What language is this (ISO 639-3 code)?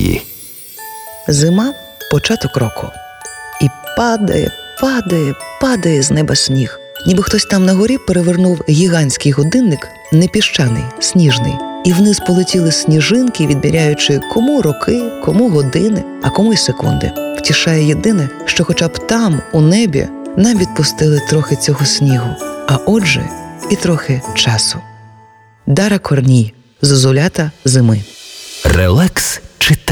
ukr